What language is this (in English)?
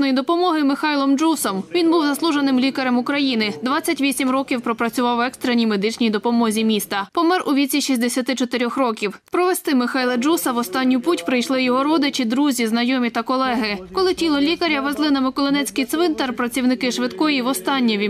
Ukrainian